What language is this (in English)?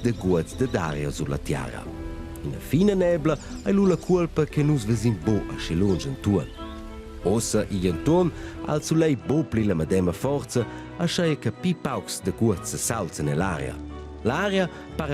Romansh